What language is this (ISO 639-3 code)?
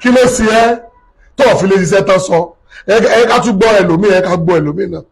yor